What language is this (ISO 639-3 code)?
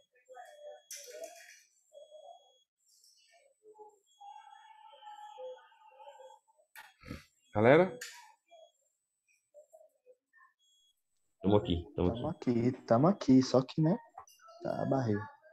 por